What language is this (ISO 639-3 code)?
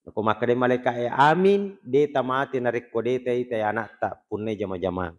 bug